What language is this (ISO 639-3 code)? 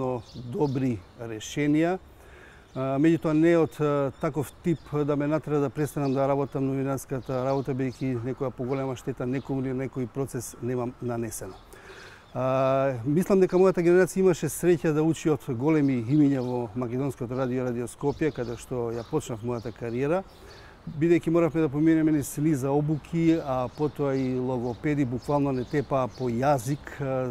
mkd